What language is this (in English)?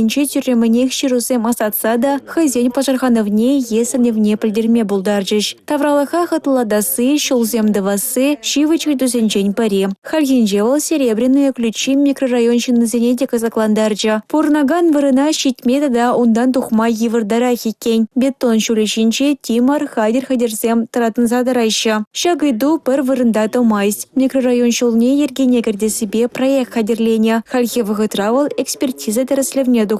Chuvash